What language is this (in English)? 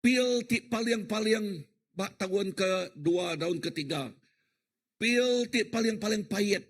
Iban